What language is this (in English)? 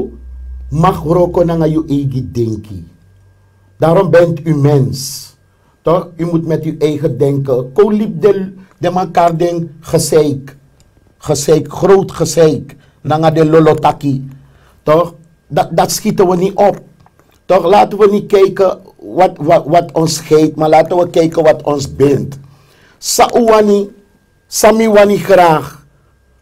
Sranan Tongo